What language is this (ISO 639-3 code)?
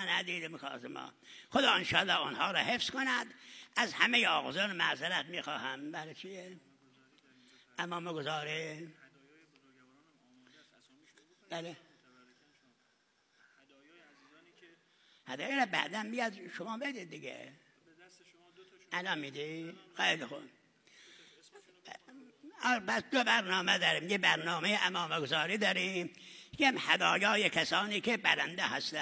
fas